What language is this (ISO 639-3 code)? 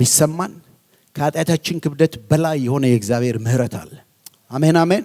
amh